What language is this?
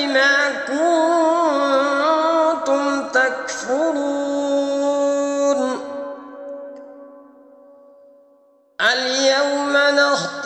Arabic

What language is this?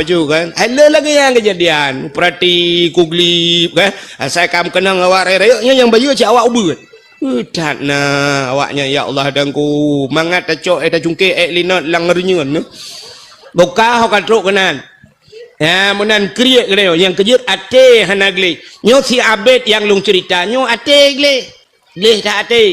Achinese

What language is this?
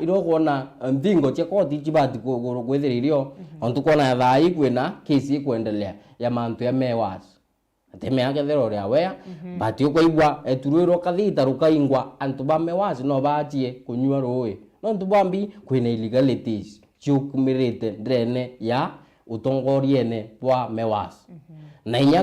Meru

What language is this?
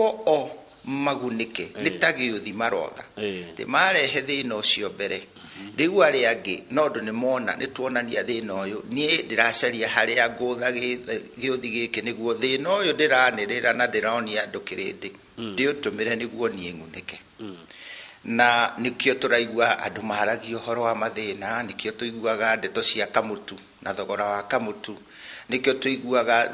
Kikuyu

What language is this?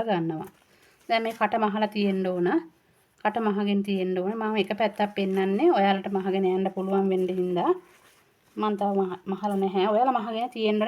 Sinhala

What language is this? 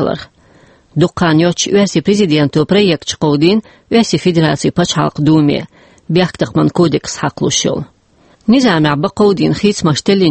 Chechen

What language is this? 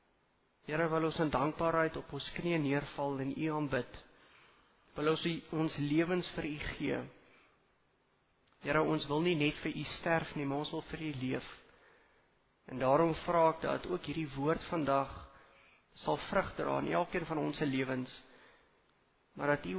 Afrikaans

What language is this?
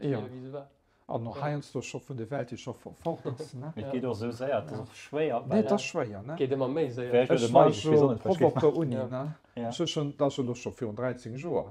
Luxembourgish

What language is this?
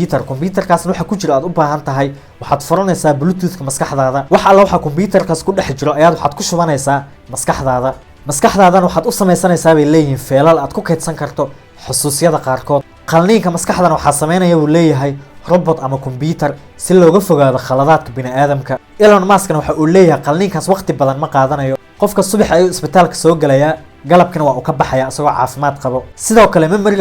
Somali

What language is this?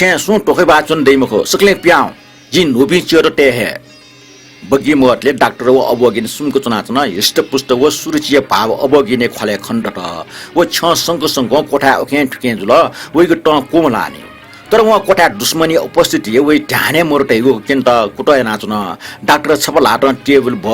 Newari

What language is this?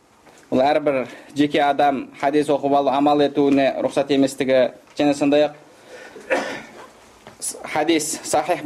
Kazakh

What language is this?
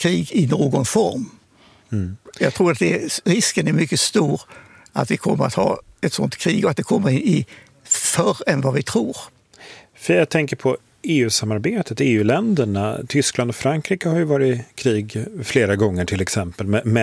Swedish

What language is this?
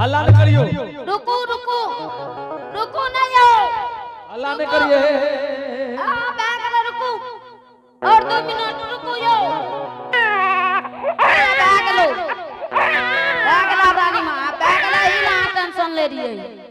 Angika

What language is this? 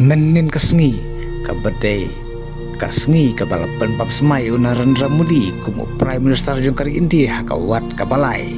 Khasi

